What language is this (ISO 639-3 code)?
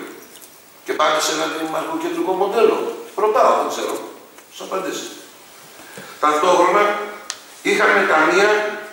ell